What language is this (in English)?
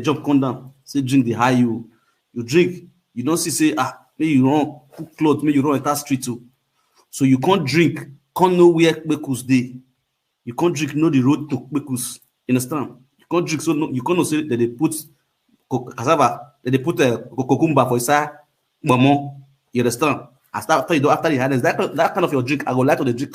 Nigerian Pidgin